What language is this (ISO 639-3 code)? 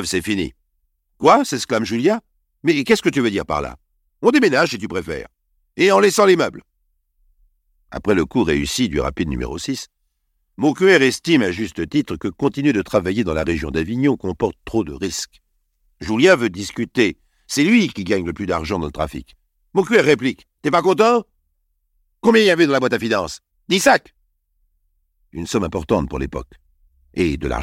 fra